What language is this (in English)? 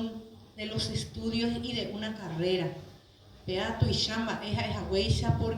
Guarani